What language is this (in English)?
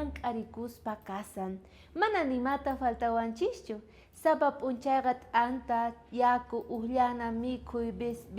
South Bolivian Quechua